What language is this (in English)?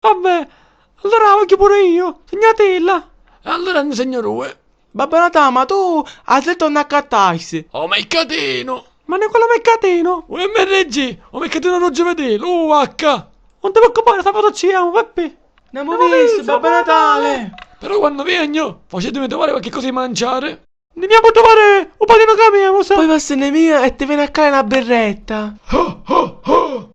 Sicilian